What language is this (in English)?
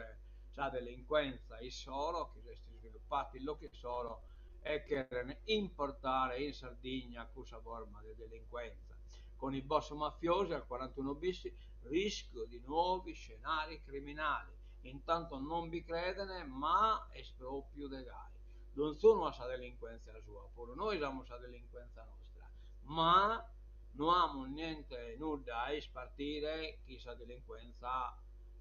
Sardinian